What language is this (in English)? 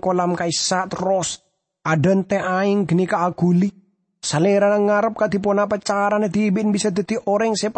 Madurese